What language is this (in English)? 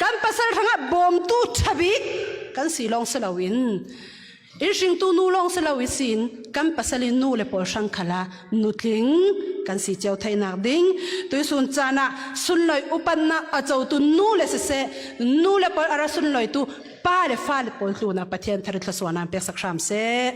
Falam Chin